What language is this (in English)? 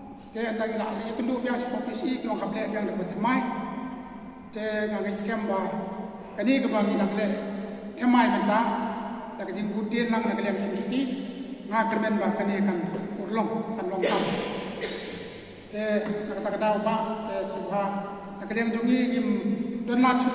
Khasi